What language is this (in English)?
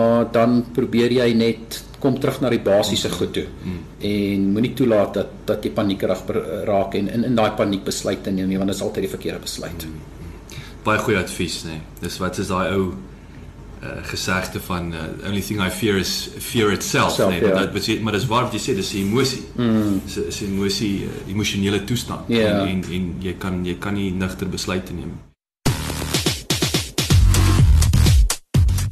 Afrikaans